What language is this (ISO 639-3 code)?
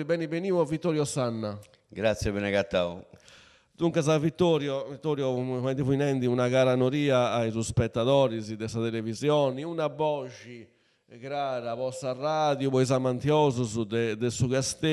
srd